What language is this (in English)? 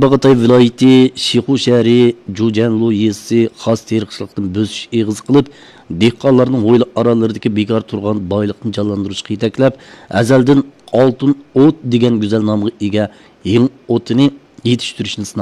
Uyghur